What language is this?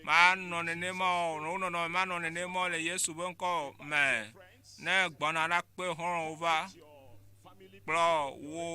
Ewe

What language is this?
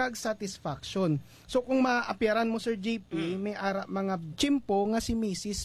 Hiligaynon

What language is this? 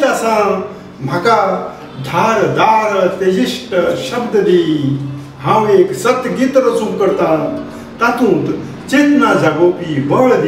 Konkani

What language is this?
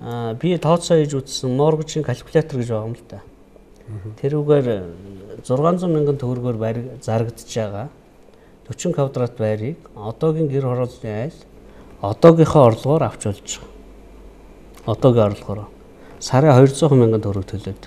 Mongolian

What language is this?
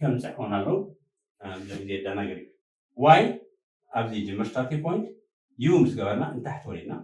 Tigrinya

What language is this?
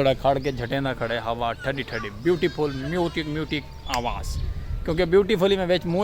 Saraiki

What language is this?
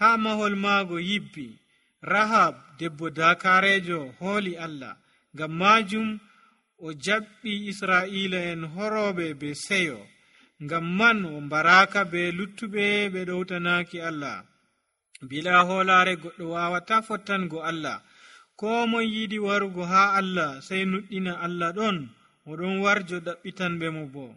Nigerian Fulfulde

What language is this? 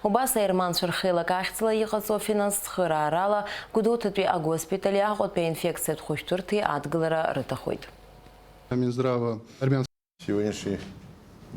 Abkhazian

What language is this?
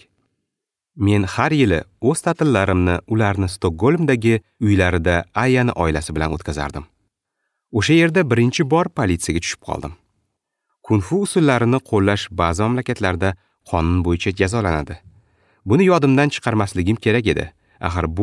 Uzbek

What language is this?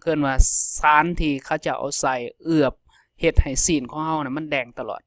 Lao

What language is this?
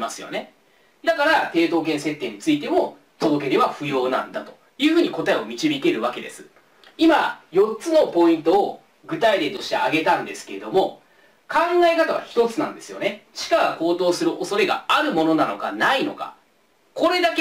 Japanese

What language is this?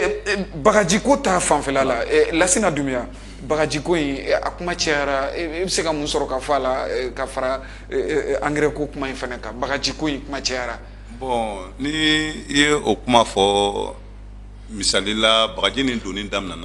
Bambara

